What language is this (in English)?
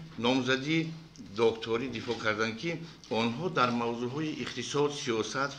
Tajik